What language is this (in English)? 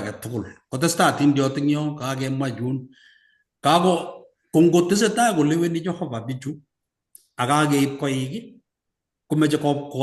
Kalenjin